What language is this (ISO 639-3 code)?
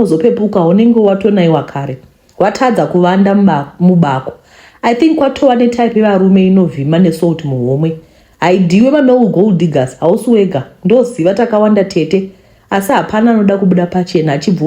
sna